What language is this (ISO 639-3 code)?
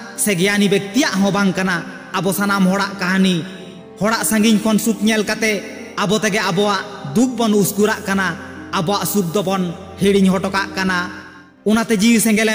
sat